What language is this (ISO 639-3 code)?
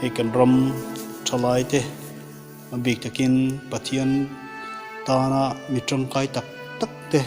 lus